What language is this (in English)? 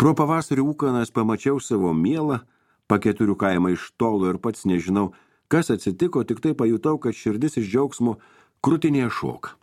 Lithuanian